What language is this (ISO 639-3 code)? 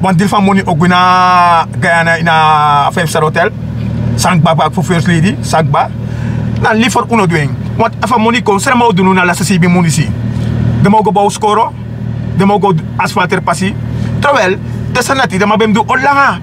srn